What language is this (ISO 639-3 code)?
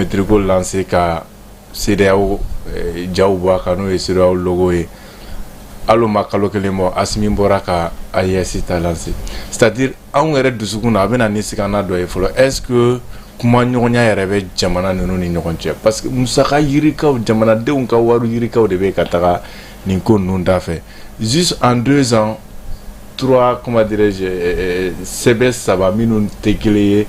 bam